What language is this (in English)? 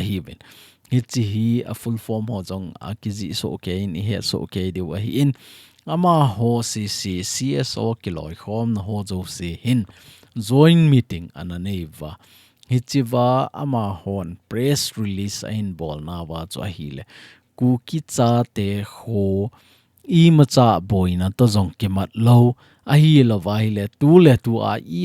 Thado Chin